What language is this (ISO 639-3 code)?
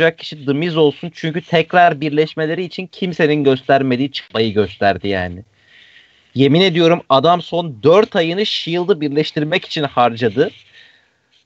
tur